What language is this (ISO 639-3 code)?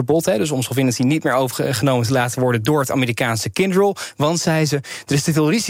nld